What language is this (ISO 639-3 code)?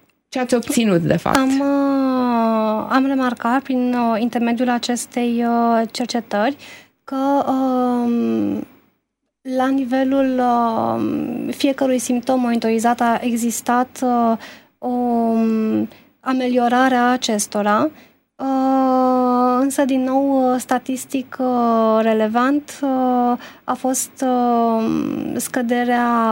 ron